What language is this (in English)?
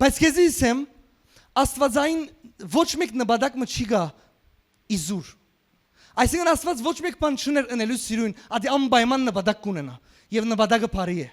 Western Armenian